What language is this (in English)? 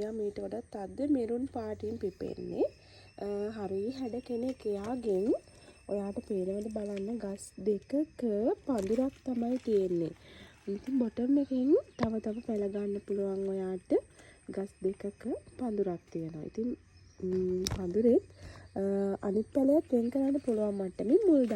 Sinhala